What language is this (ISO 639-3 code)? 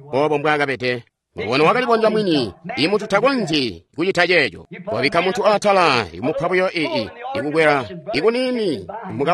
toi